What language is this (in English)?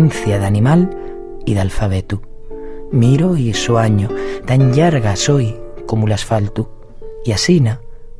Asturian